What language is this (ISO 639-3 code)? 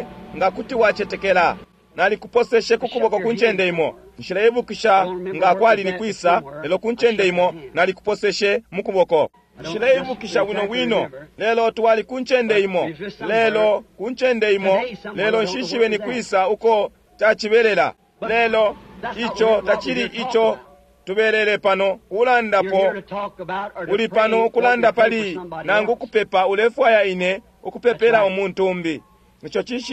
bem